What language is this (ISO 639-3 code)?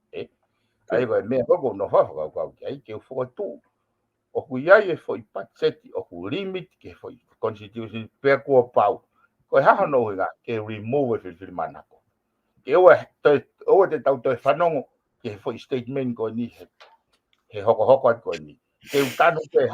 ton